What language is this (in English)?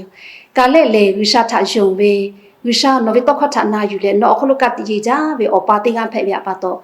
Lahu